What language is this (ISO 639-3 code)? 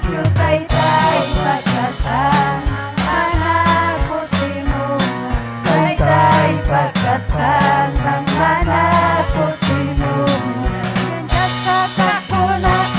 quy